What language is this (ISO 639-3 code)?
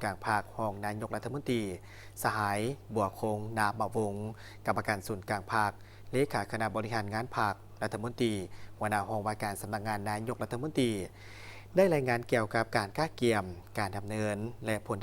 lao